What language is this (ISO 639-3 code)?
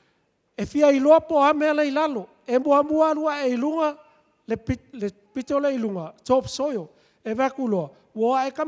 smo